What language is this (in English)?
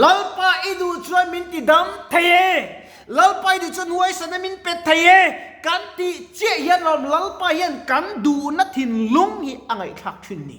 Mizo